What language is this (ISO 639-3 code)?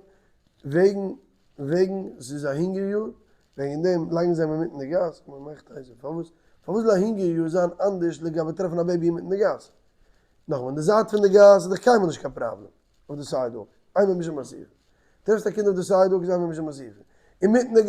yid